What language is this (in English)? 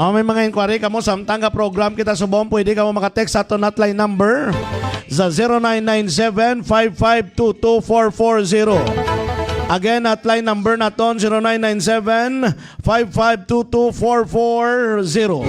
Hiligaynon